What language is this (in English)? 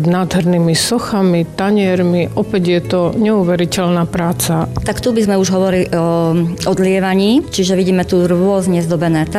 Slovak